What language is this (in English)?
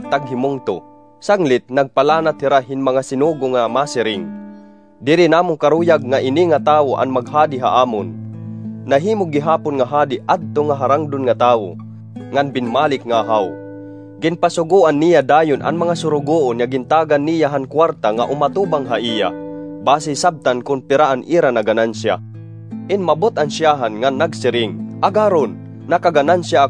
Waray